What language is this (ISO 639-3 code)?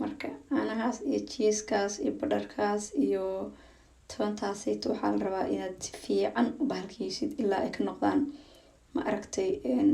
som